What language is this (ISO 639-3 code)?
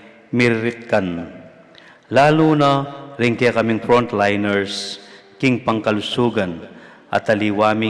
pam